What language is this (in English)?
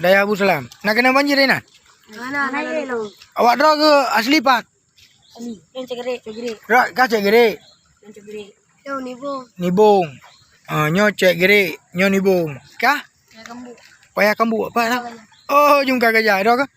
Achinese